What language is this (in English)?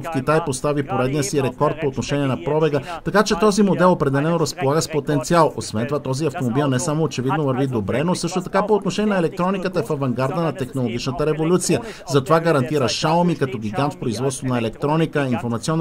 Bulgarian